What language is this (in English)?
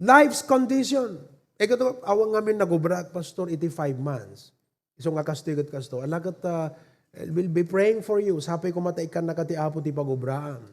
Iloko